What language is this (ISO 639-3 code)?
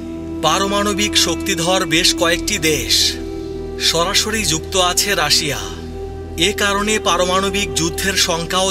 ben